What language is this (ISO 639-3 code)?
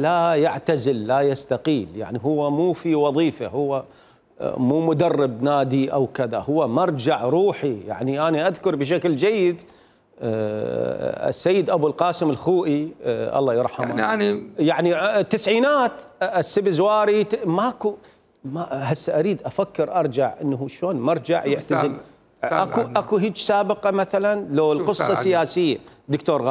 acm